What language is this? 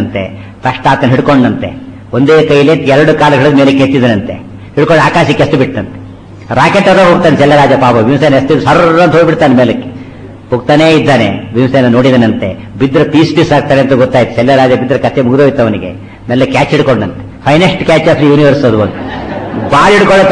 Kannada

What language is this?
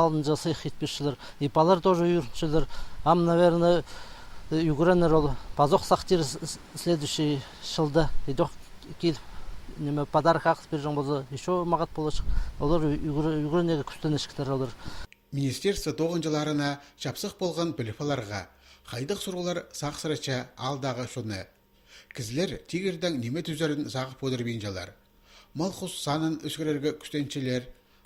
Khakas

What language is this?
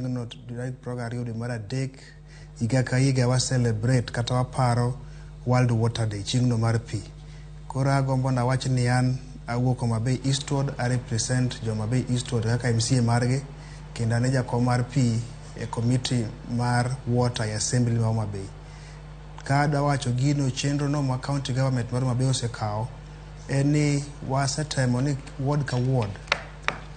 Luo (Kenya and Tanzania)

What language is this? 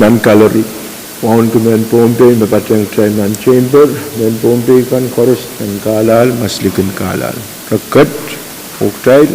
Pohnpeian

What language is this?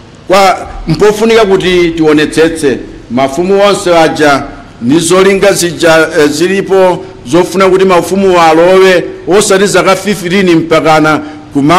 Nyanja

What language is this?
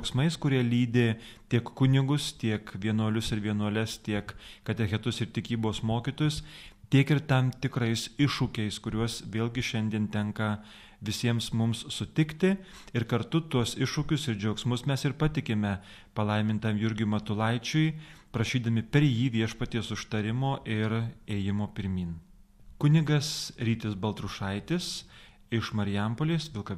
Lithuanian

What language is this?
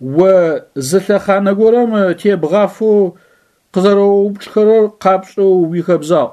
Adyghe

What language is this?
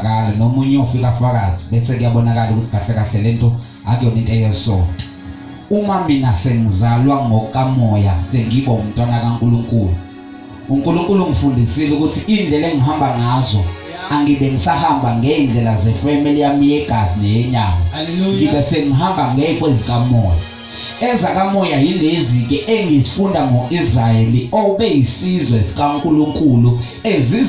Zulu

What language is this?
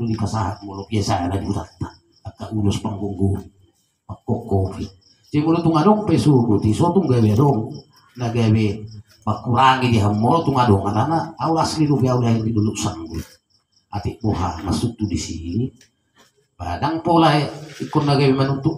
Batak Toba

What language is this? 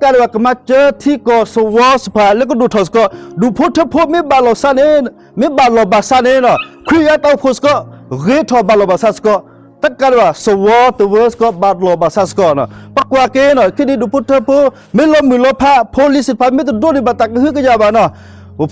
S'gaw Karen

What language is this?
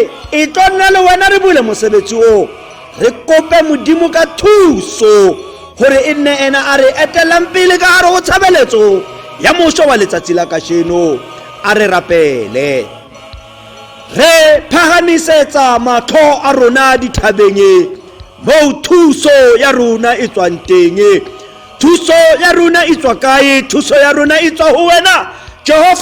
Tswana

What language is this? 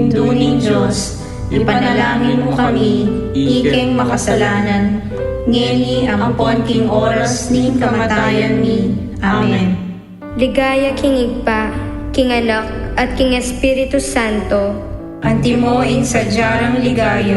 Pampanga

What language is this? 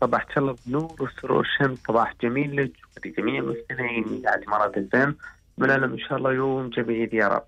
Gulf Arabic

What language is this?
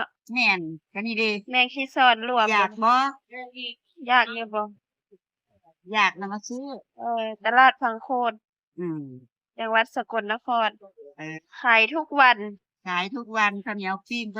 Northeastern Thai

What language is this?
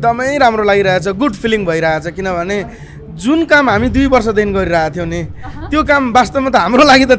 Nepali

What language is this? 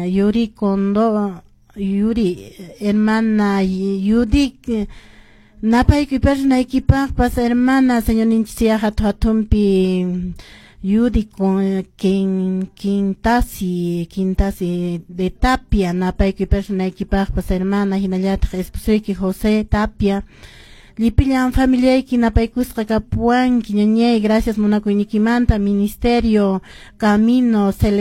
Quechua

